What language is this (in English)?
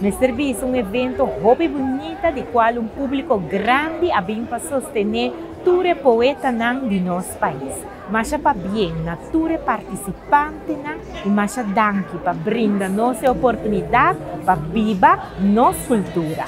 Papiamento